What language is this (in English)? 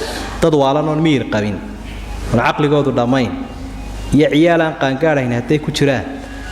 Somali